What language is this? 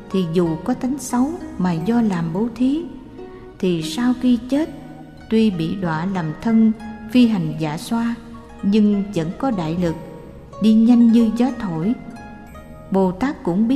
Vietnamese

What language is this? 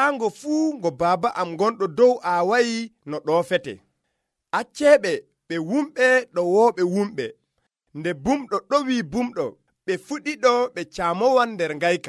Nigerian Fulfulde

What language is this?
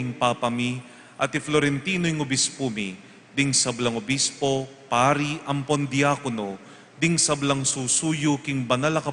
Pampanga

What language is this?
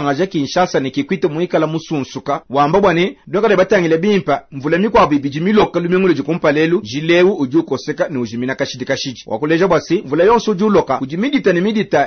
Luba-Lulua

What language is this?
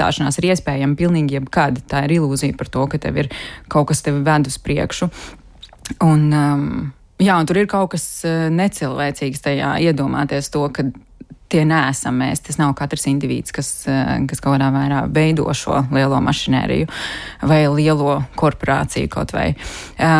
Latvian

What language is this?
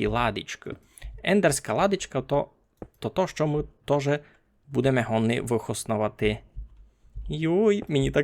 Rusyn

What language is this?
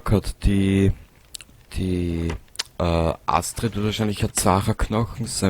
Bavarian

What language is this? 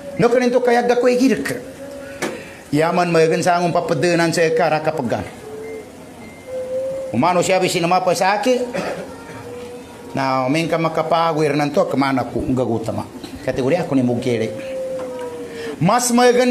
Maguindanaon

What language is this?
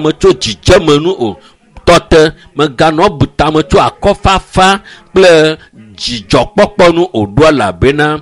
Ewe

